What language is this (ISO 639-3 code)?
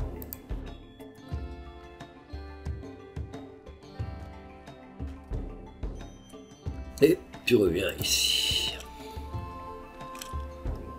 fra